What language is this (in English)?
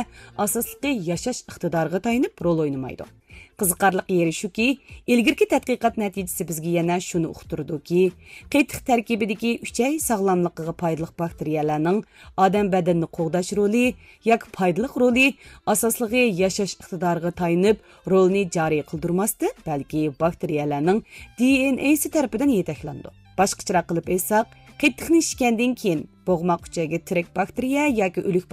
Uyghur